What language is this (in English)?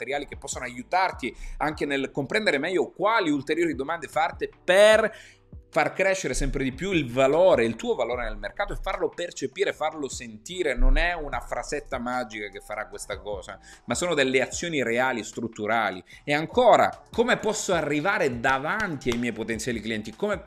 Italian